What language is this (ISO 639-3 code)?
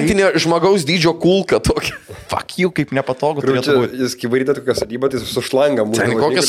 lit